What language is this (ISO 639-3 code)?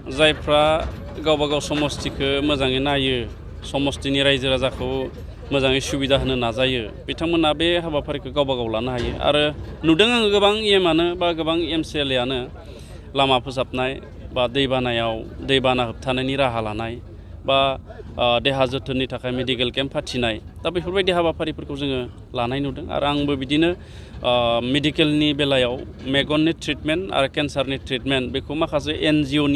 brx